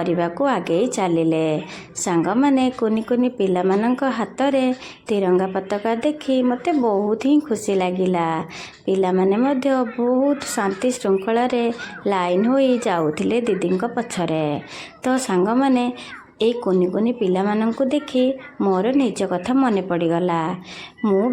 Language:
Odia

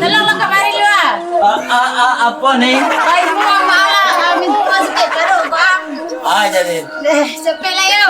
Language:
Minangkabau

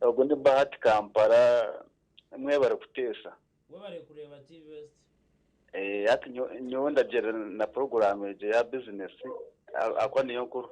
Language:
Nyankole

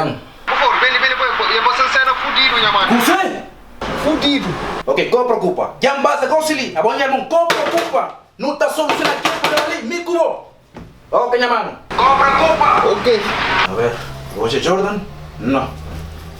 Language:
Kabuverdianu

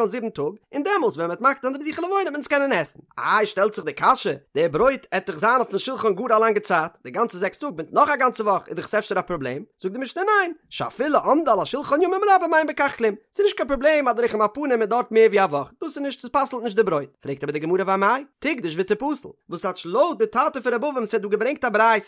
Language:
Yiddish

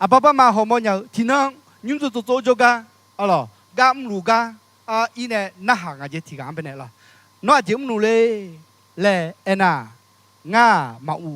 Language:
Akha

